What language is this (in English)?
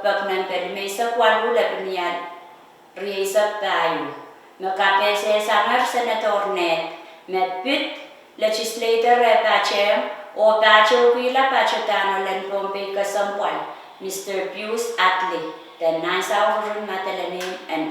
Pohnpeian